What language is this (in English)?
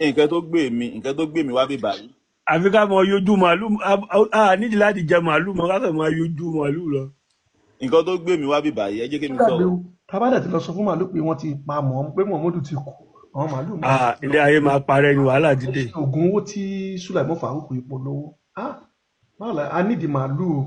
Yoruba